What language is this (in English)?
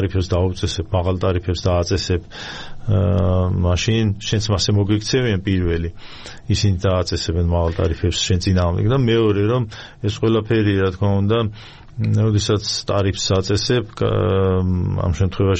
Georgian